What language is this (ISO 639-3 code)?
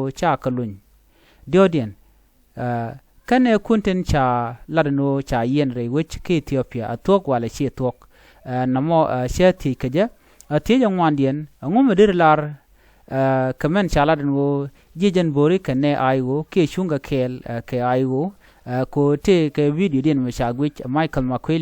nus